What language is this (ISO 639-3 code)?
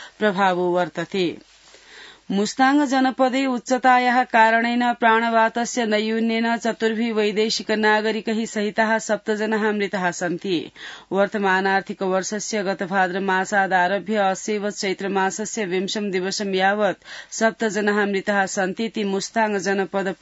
san